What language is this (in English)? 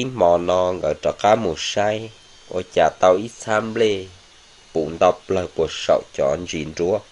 Hmong